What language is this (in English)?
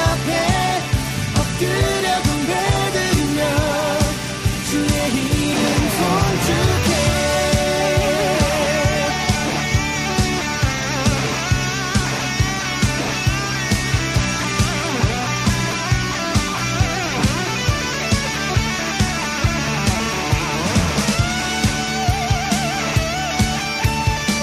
Korean